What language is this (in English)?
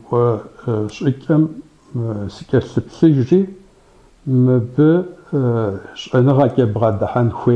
Kabardian